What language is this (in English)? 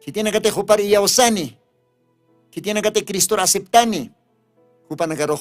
Aymara